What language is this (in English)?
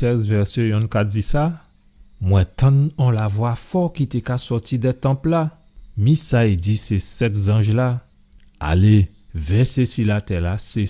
Guadeloupean Creole French